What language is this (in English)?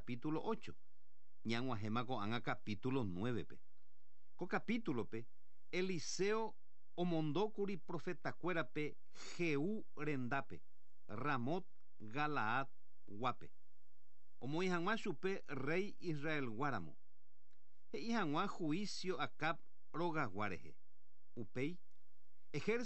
Guarani